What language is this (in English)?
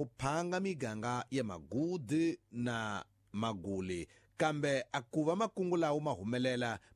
Tsonga